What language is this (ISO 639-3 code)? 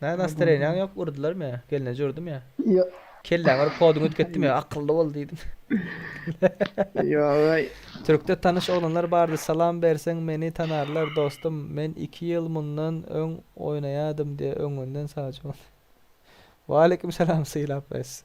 tuk